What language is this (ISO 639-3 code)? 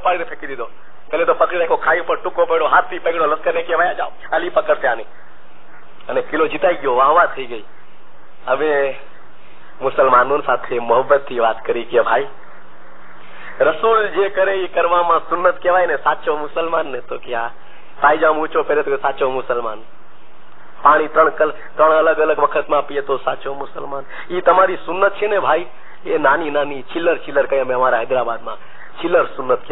guj